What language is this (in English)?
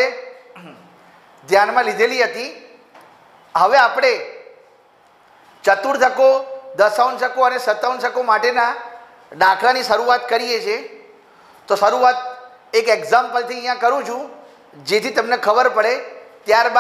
Gujarati